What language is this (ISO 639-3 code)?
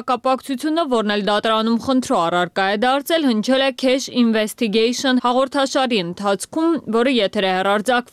hye